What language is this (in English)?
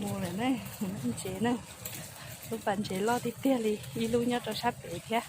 Hmong